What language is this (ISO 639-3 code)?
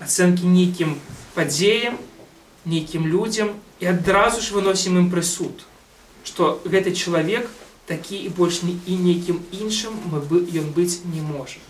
bel